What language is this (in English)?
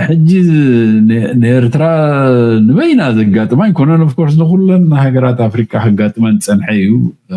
Tigrinya